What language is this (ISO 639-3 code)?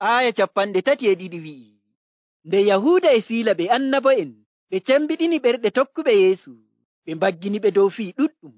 fuv